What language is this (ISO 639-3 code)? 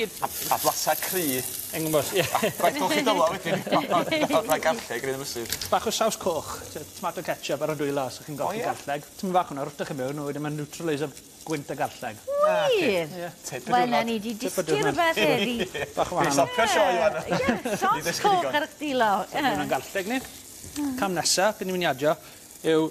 cym